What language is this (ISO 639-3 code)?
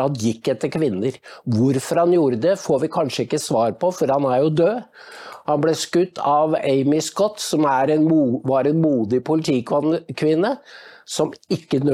nor